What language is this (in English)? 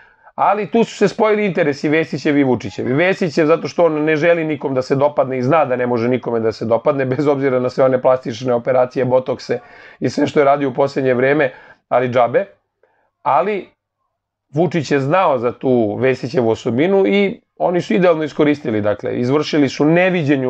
Serbian